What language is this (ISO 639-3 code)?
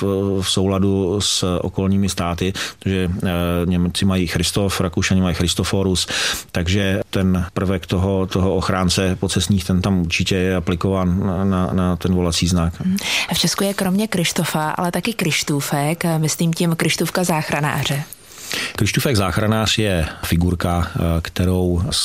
ces